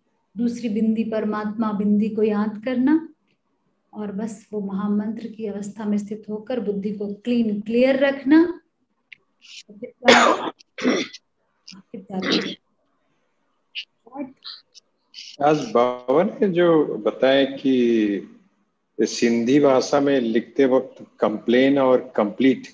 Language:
Hindi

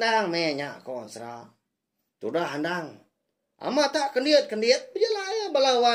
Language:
Iban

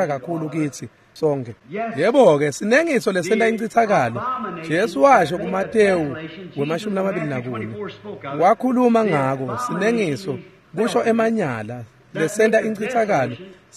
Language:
Swati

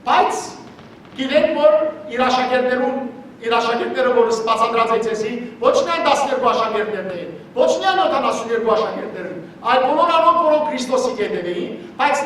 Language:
Western Armenian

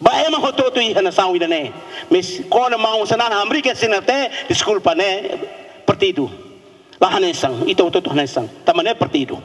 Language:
Tetum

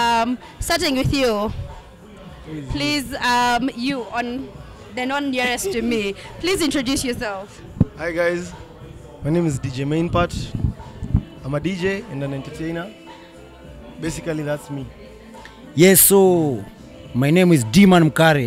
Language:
Swahili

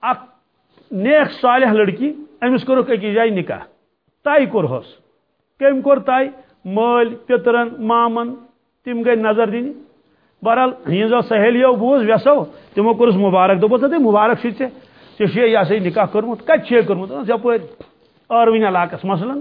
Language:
Kashmiri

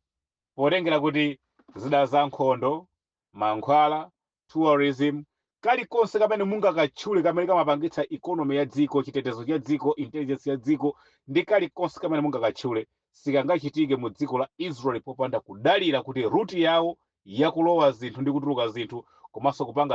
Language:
Nyanja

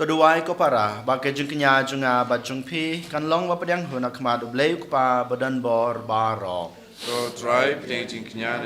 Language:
Khasi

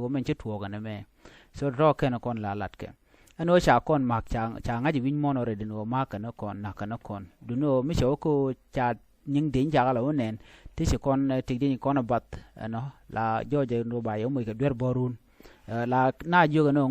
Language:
Nuer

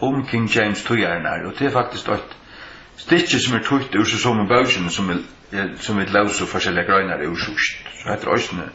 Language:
Faroese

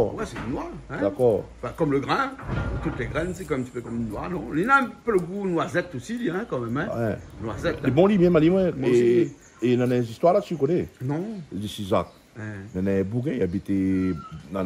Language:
Réunion Creole French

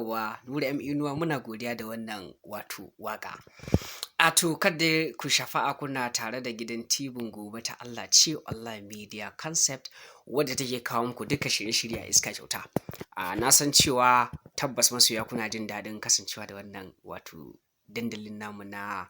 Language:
Hausa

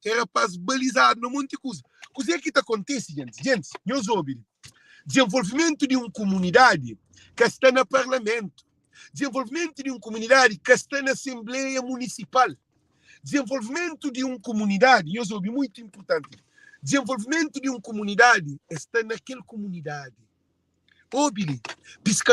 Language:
Kabuverdianu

